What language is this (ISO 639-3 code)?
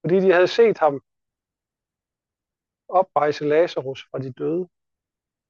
dan